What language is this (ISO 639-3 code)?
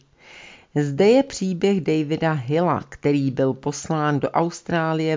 ces